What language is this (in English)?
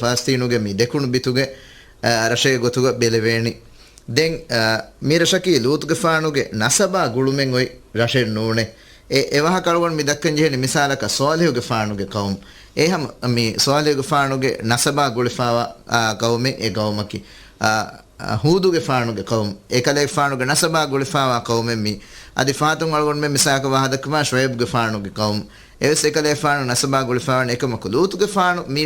Divehi